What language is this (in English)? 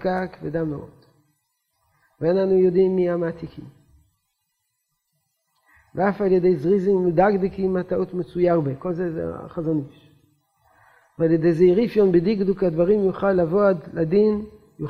Hebrew